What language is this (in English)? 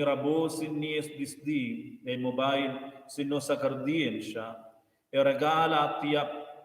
Romansh